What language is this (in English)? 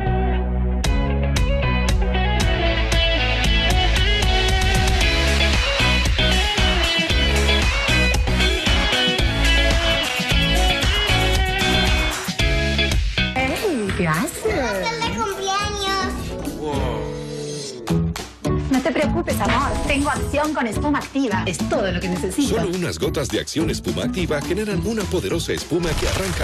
Spanish